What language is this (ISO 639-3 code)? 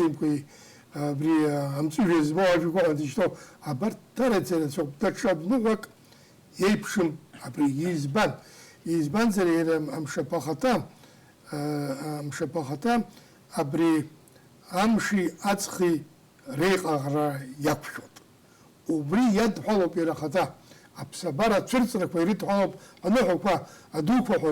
abk